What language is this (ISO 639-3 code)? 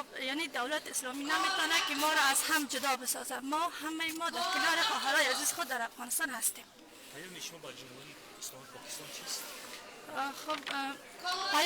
fas